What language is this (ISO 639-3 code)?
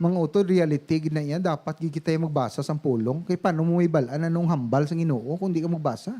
hil